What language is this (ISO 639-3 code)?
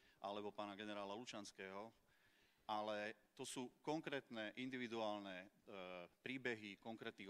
slk